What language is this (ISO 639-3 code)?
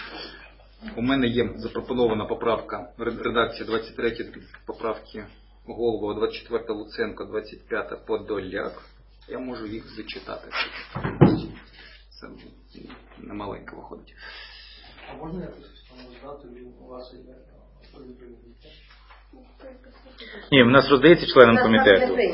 ukr